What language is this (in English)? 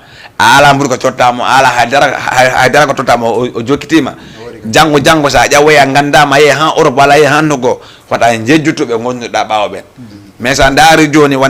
Fula